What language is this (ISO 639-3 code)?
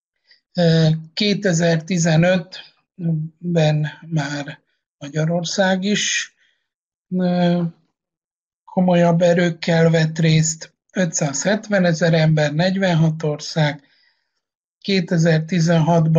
hun